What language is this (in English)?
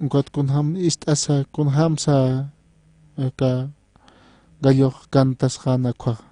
Aymara